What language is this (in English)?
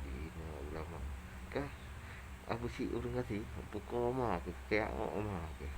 Achinese